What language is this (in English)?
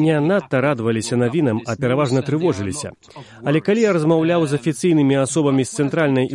Belarusian